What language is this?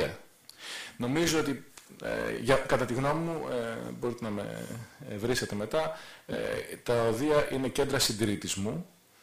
Greek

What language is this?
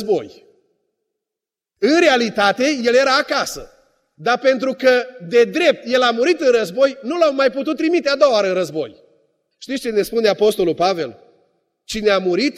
Romanian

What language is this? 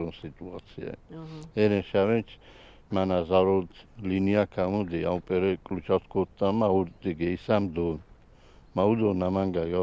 Ossetic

